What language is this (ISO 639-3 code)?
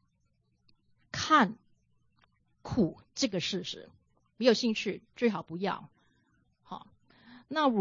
zho